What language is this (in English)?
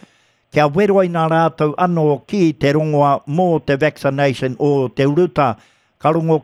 Māori